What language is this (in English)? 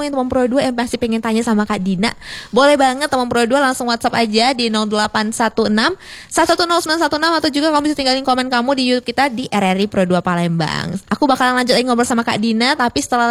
Indonesian